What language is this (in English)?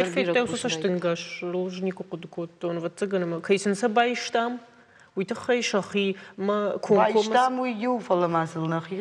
Ossetic